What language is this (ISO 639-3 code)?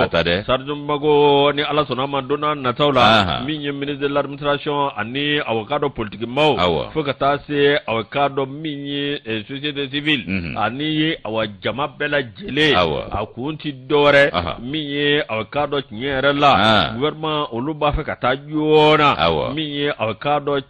bam